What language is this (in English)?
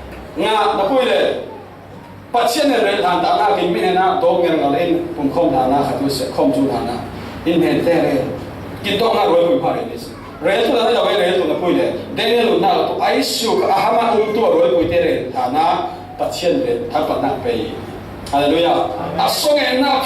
Falam Chin